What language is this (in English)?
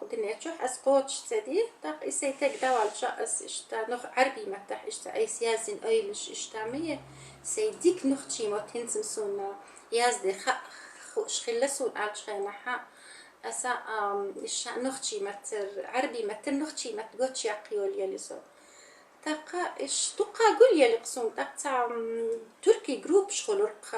Chechen